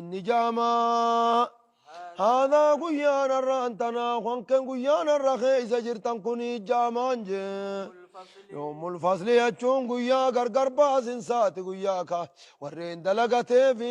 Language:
Oromo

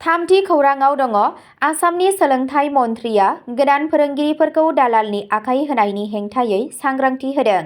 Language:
Bodo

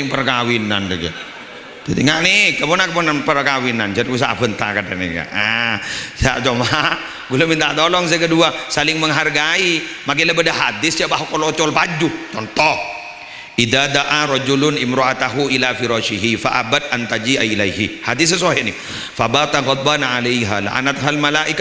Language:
Madurese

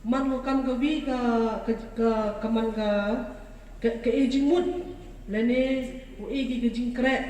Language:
Pnar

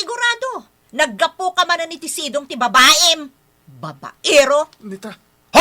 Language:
Iloko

